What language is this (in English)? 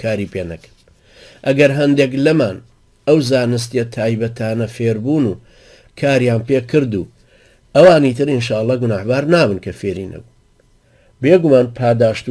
Central Kurdish